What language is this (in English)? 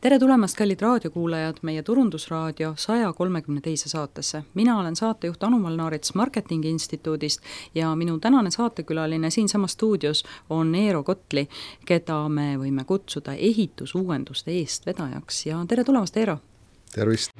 Estonian